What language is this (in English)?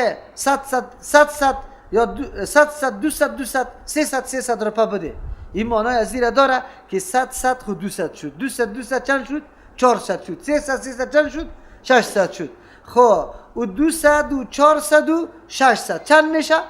Persian